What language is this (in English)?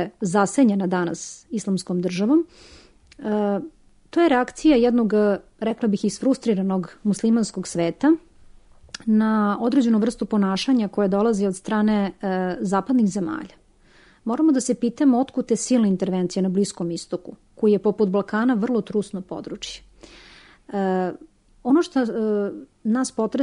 Serbian